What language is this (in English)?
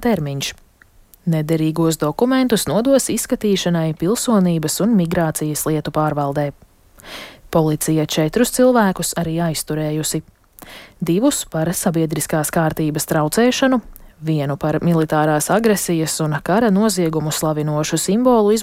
Latvian